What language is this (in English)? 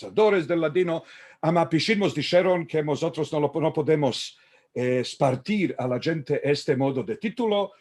Ladino